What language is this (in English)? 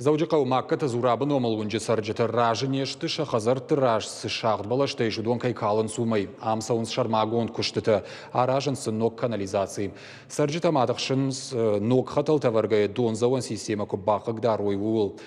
Ossetic